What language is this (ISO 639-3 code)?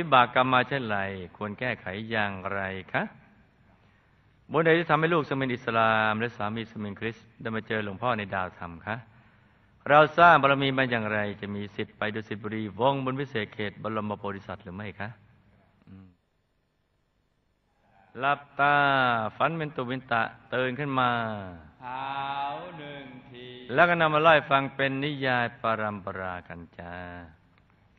tha